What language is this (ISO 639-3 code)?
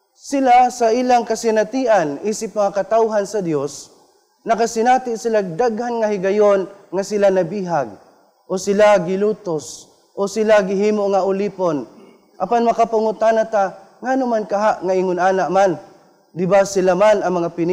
ceb